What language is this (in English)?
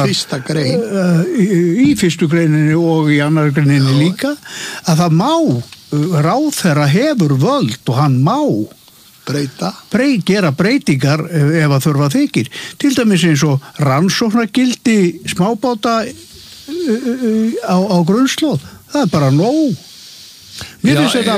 Icelandic